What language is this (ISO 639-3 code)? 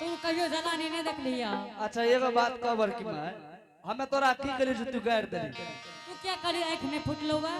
anp